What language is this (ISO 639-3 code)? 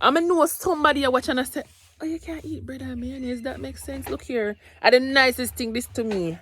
jam